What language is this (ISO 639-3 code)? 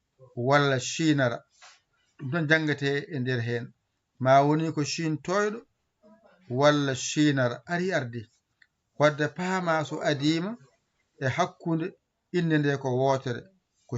ful